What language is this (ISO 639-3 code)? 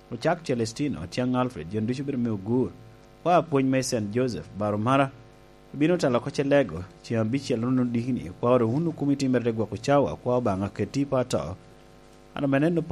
laj